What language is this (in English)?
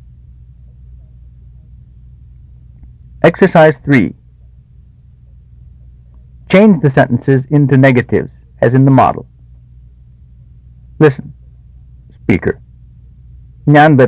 Malayalam